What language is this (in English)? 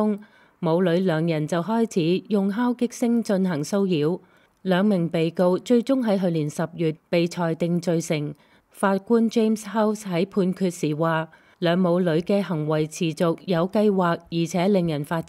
Cantonese